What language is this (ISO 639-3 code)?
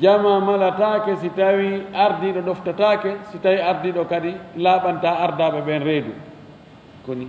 ful